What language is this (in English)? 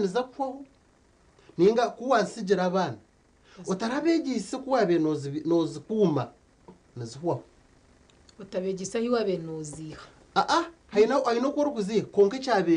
Nyankole